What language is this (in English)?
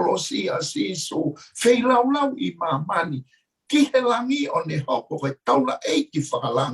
Tongan